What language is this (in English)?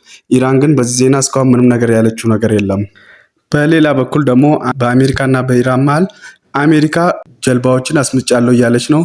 Amharic